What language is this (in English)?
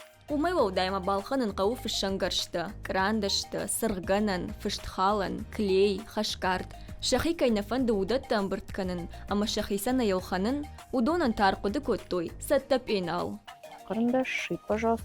Ossetic